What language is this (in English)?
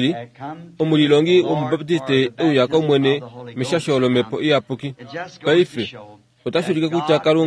Kuanyama